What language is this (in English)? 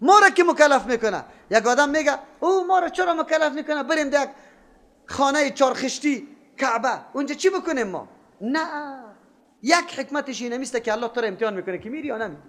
Persian